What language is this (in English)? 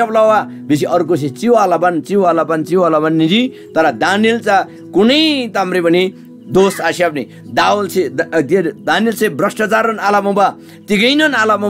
Eastern Tamang